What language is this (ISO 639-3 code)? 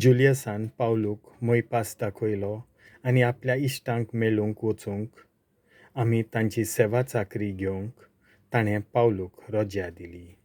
kok